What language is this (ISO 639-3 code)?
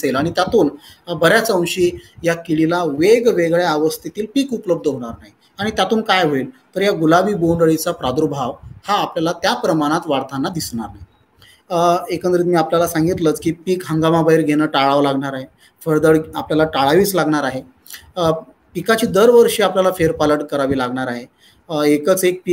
mar